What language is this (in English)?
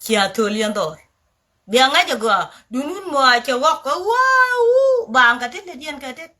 Nuer